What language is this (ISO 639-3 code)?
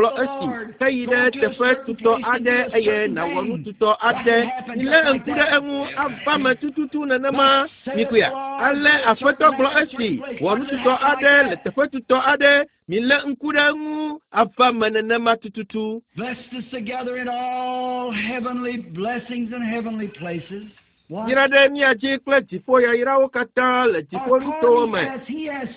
ewe